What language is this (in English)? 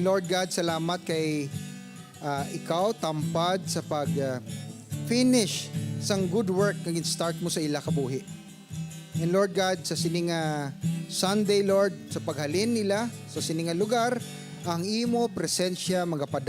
Hiligaynon